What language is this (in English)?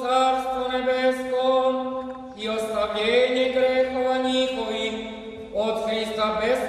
Serbian